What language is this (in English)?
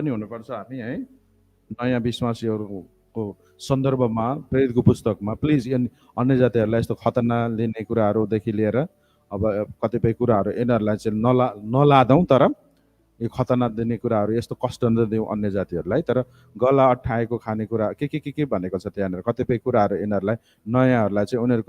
Nepali